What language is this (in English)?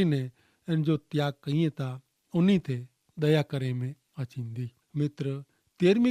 Kachhi